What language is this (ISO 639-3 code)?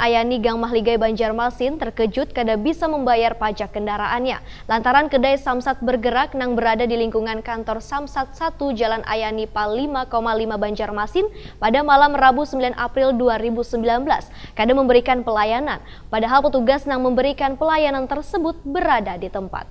bjn